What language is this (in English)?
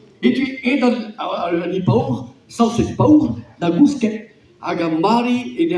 Breton